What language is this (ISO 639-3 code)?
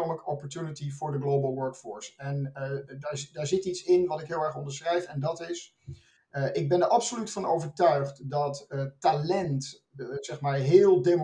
nld